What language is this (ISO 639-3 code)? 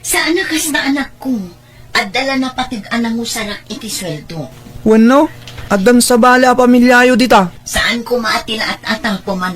ilo